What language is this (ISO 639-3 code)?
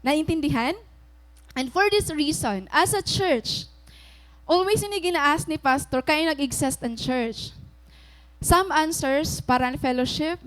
war